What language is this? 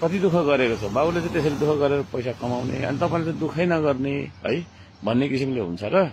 Nepali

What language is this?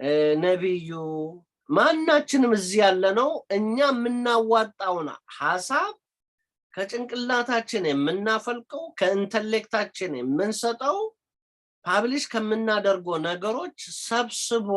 Amharic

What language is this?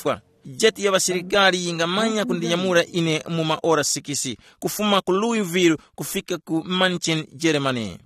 Tumbuka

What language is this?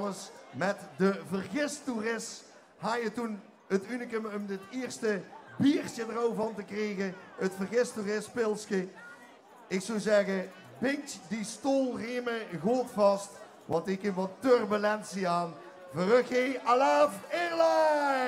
Limburgish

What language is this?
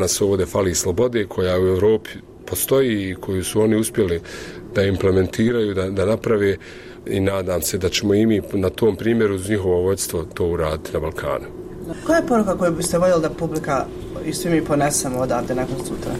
Bosnian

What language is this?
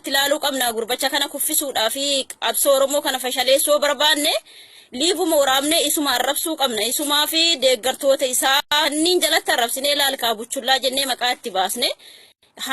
Oromo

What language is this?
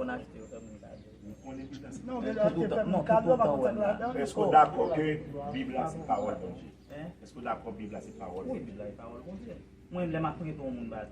Haitian Creole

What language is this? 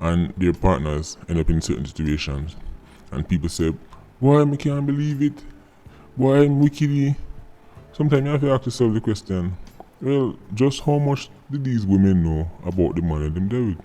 Jamaican Creole English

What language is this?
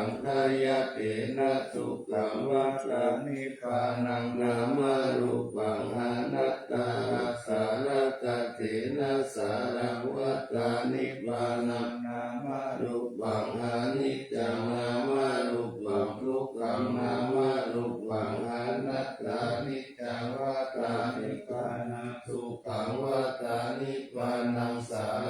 Pali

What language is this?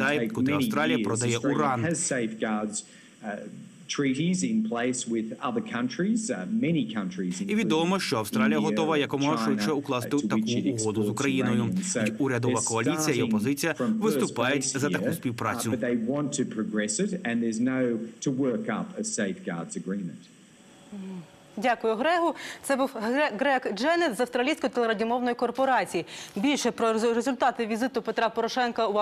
Ukrainian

